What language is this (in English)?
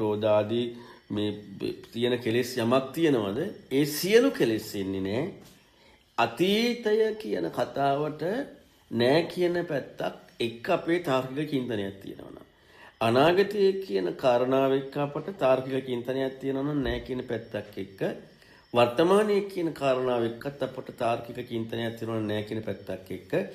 Sinhala